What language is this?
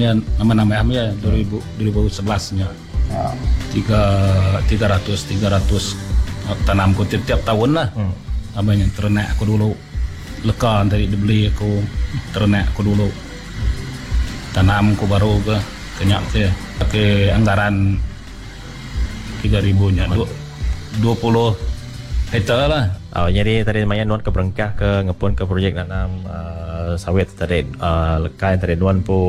Iban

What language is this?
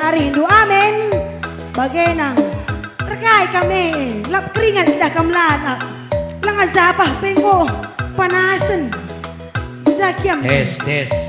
Batak Karo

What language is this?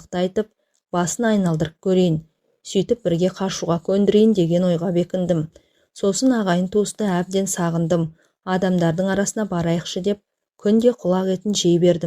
Kazakh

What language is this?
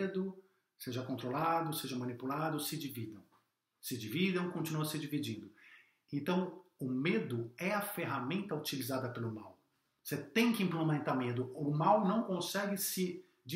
Portuguese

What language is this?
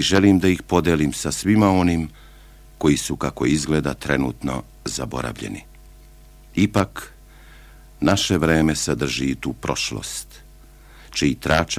Serbian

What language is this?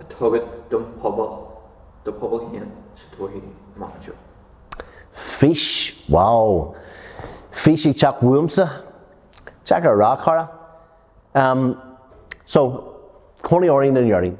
Irish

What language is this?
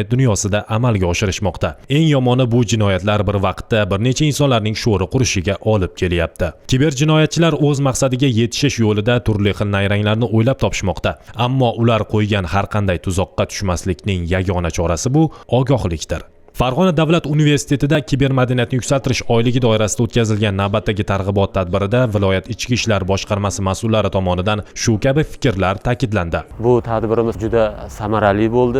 Uzbek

